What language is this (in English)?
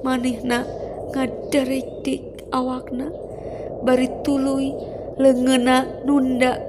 Sundanese